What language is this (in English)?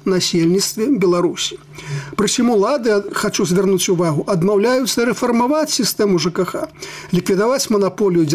Belarusian